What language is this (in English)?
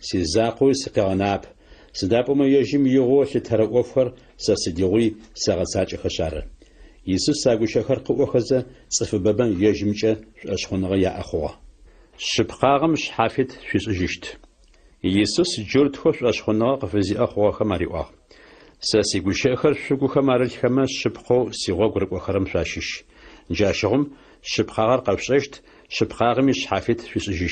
Adyghe